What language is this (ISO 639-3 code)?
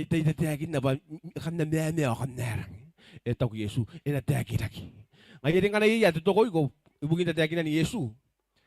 gil